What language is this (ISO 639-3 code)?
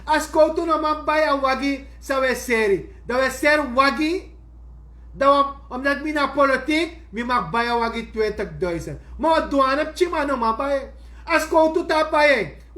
srn